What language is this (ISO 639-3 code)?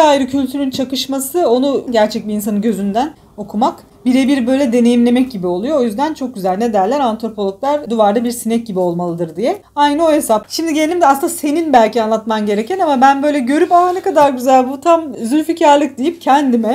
tur